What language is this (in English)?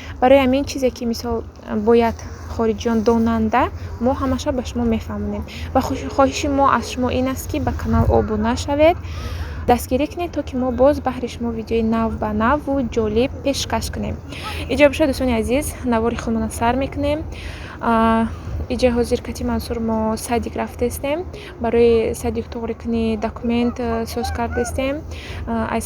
Tajik